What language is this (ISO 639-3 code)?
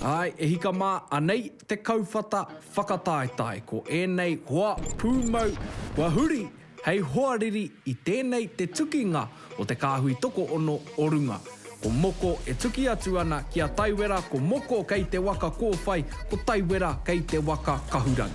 mri